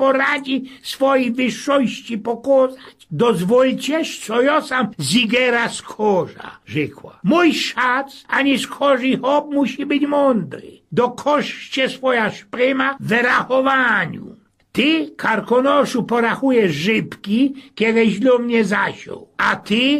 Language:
Silesian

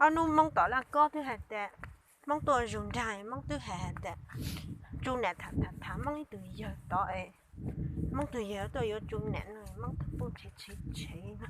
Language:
Hmong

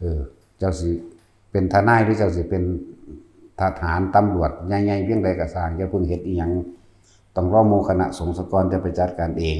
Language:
Northeastern Thai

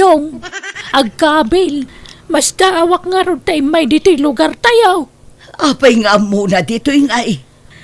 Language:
Iloko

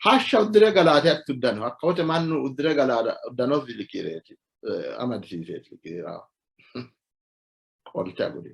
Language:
Sidamo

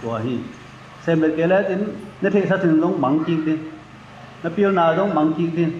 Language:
Tedim Chin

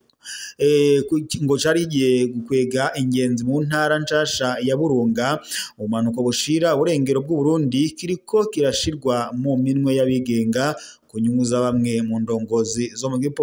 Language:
Rundi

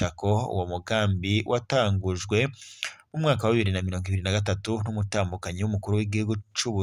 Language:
Rundi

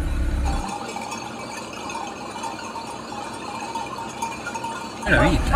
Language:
Italian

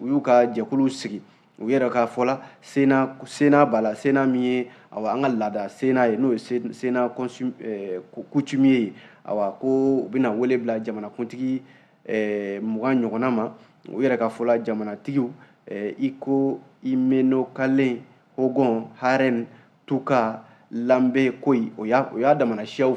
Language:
Bambara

